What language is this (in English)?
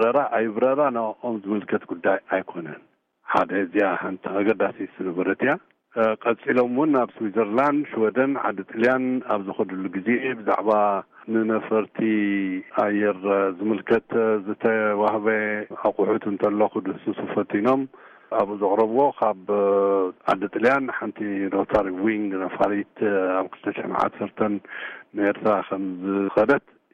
Tigrinya